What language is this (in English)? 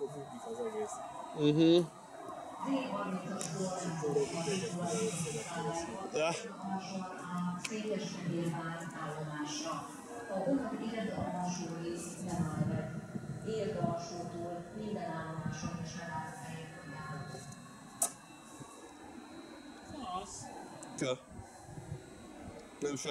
Hungarian